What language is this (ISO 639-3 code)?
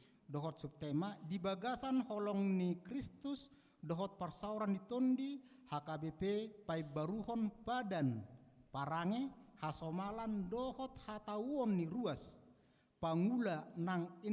bbc